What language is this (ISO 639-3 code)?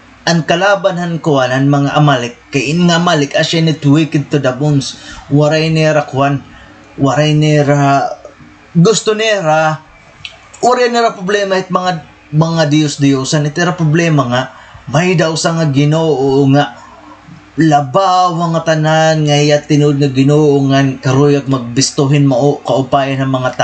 war